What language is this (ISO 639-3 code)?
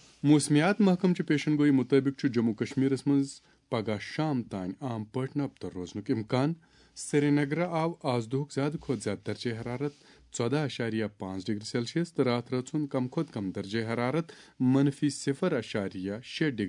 kas